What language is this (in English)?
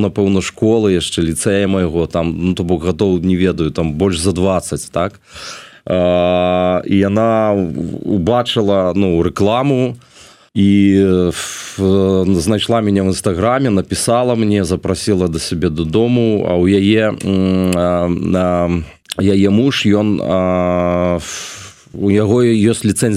Belarusian